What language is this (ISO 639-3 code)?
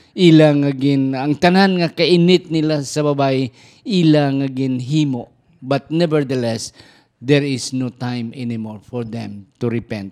hil